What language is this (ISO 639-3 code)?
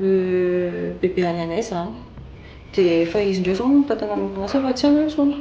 mlg